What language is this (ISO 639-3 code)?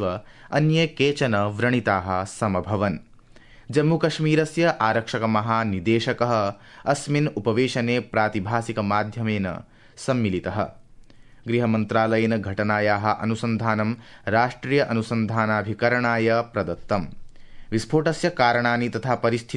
san